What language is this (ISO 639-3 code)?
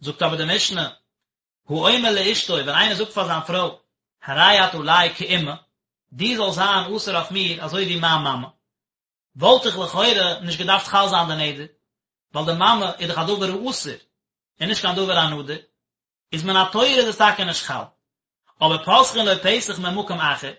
yid